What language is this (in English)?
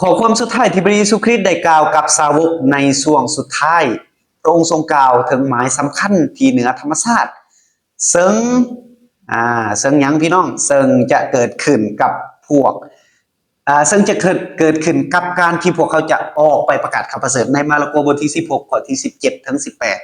Lao